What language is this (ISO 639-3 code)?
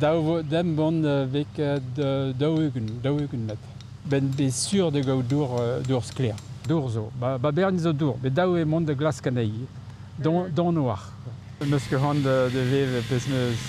bre